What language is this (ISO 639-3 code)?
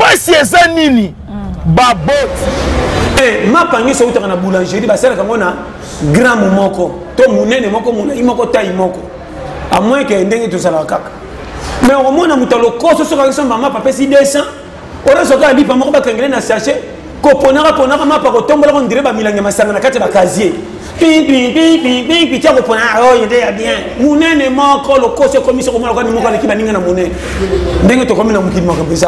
lin